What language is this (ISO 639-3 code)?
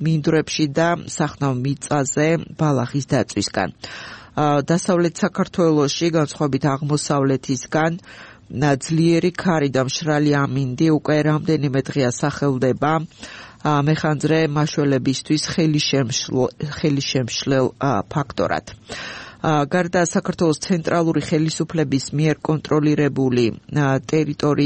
kat